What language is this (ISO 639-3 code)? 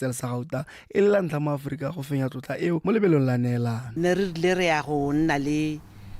tsn